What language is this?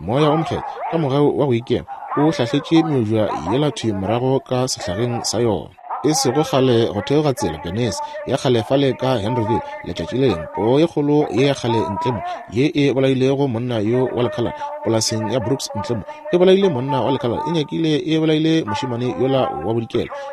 Northern Sotho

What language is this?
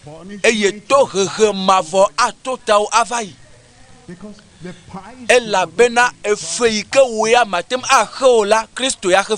Ewe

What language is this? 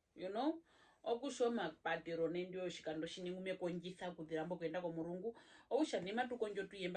Herero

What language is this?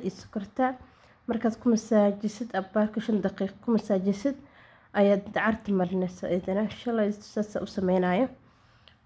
Somali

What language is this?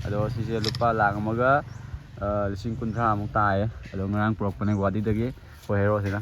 Manipuri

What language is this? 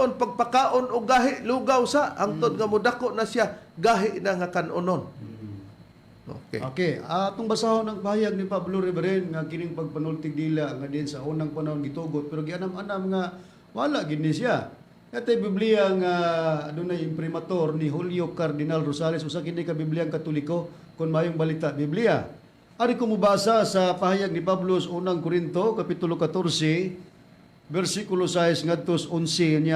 Cebuano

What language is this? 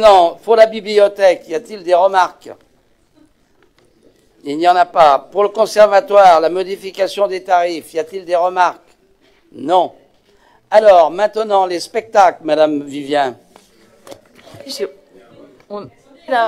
French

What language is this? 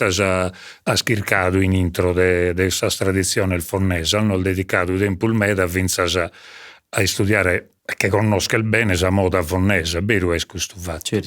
Sardinian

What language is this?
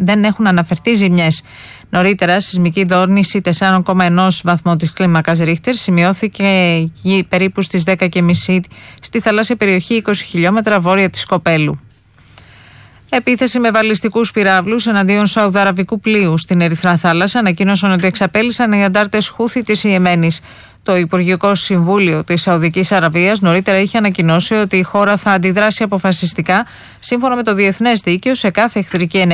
Greek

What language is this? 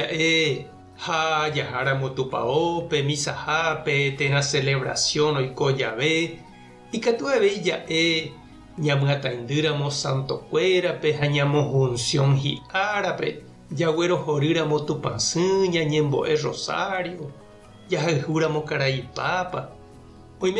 Guarani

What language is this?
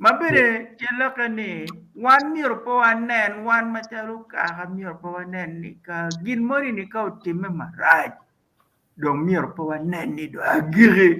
Acoli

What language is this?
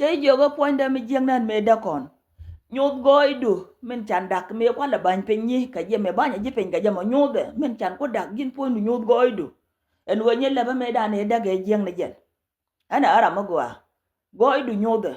Nuer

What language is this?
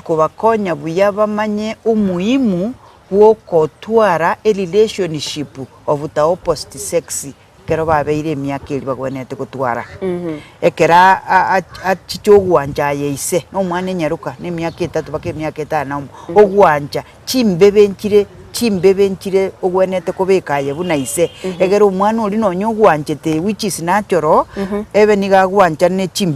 Gusii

